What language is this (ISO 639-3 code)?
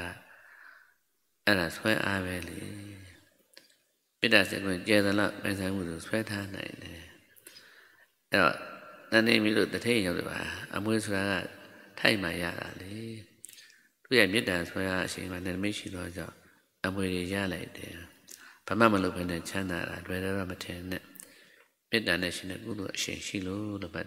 mya